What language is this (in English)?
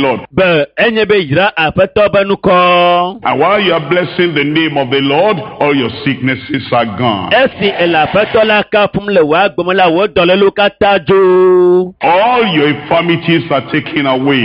Ewe